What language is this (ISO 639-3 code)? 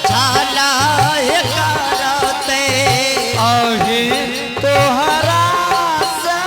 anp